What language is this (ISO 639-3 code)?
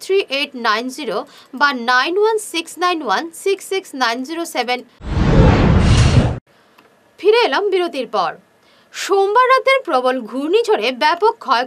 ben